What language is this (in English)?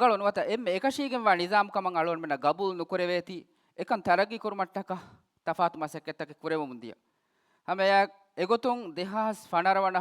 Divehi